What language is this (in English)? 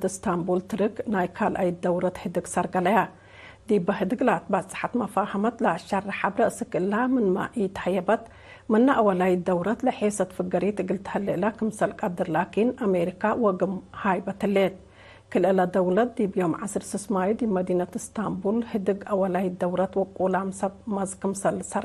Tigre